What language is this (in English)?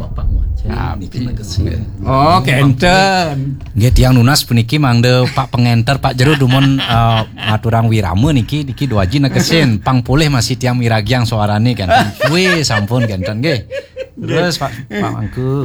Balinese